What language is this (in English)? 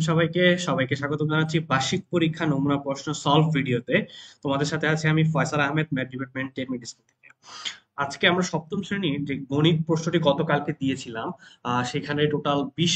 Bangla